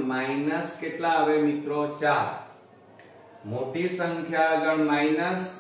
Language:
Gujarati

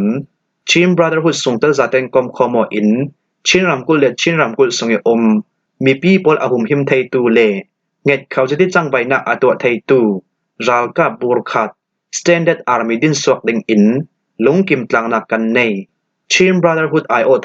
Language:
Falam Chin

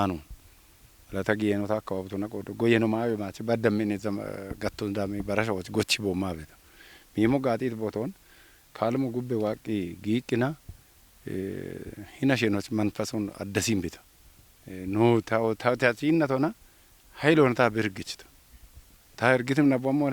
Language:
Kafa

